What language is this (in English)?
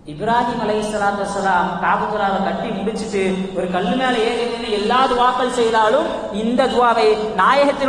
Tamil